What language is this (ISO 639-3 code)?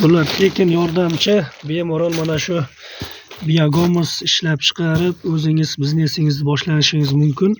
uzb